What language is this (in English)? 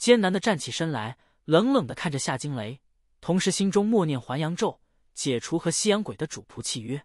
Chinese